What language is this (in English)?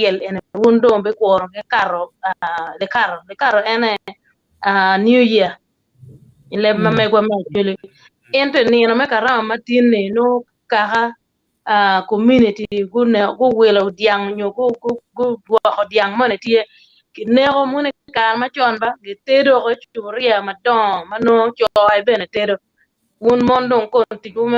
Acoli